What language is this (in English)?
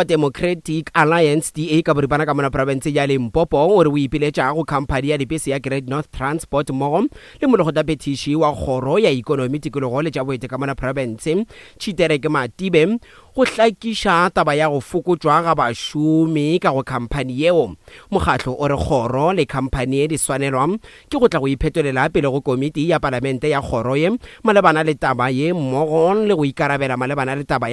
Northern Sotho